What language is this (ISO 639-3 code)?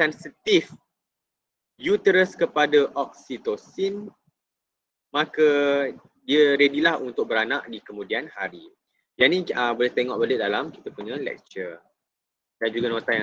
msa